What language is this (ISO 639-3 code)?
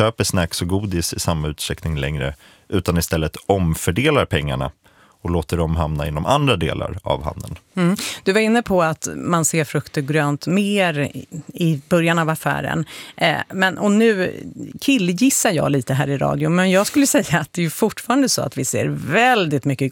swe